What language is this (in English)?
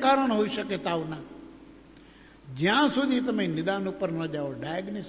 Gujarati